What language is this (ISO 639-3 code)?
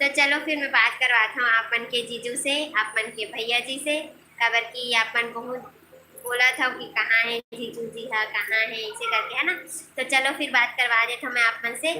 hne